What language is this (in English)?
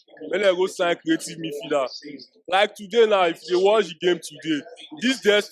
Nigerian Pidgin